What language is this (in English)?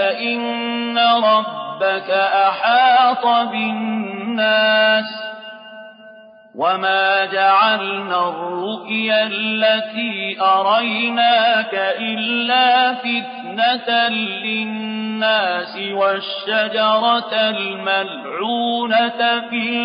Arabic